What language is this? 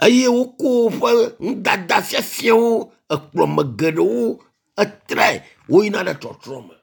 Ewe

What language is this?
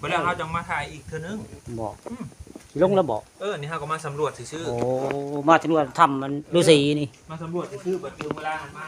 Northeastern Thai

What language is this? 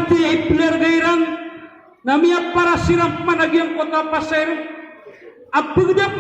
Maranao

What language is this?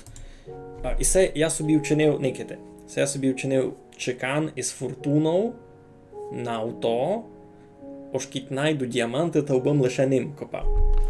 Rusyn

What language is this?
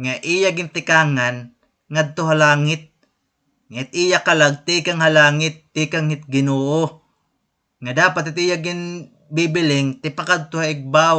Waray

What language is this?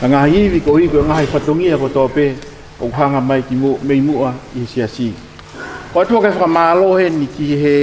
Tongan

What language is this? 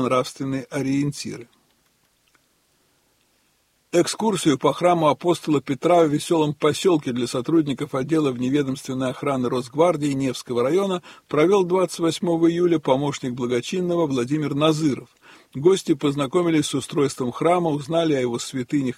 Russian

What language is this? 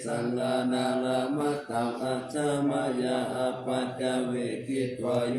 Pali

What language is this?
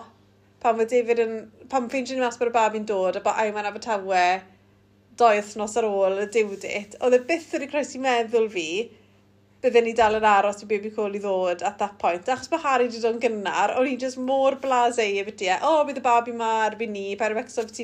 Welsh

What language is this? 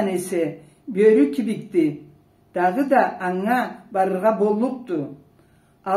Karachay-Balkar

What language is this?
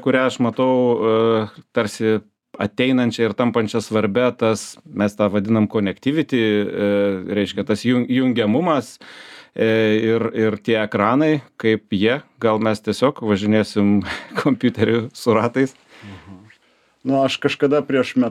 Lithuanian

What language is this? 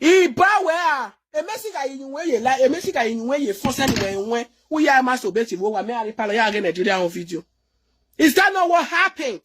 Nigerian Pidgin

